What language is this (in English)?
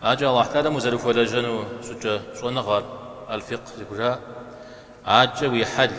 Kabardian